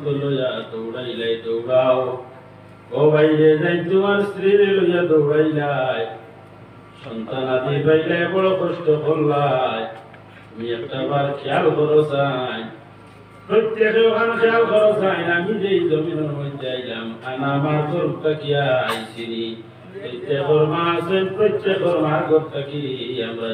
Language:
Sylheti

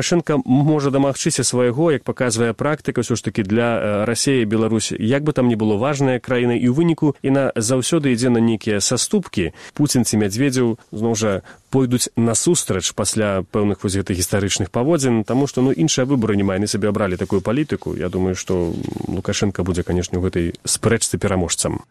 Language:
Belarusian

